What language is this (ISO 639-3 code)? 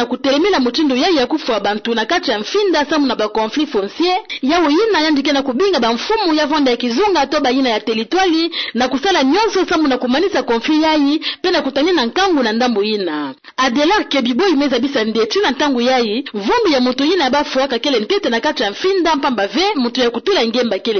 ktu